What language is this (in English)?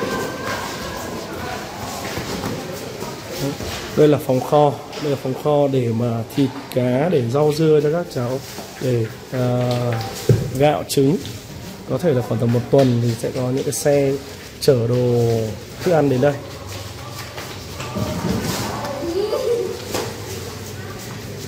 Vietnamese